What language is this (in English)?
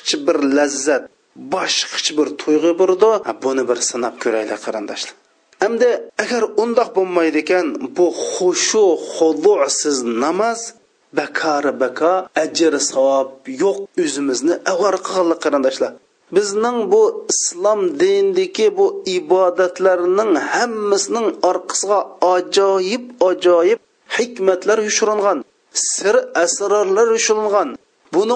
Uyghur